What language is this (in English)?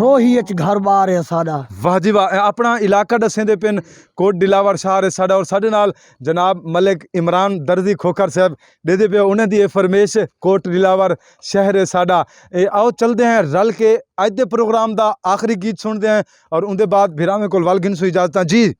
Saraiki